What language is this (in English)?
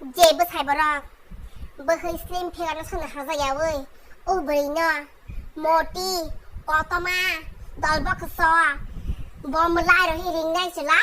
Kok Borok